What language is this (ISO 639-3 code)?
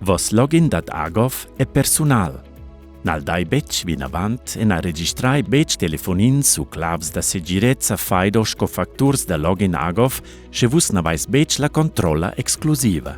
roh